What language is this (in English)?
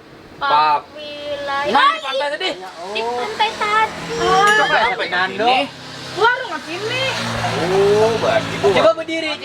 Banjar